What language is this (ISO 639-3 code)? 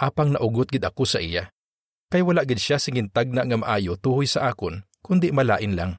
hil